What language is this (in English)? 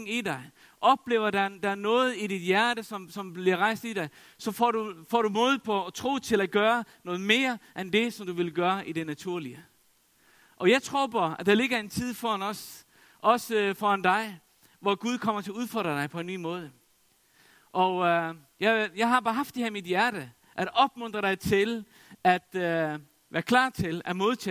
Danish